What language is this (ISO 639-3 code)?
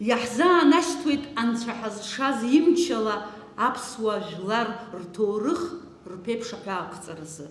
abk